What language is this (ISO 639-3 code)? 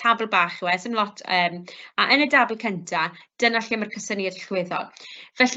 cym